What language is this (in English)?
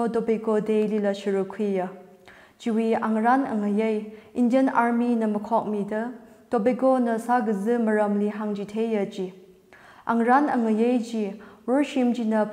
Tangkhul Naga (India)